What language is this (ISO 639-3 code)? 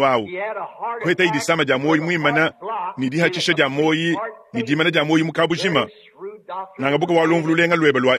lua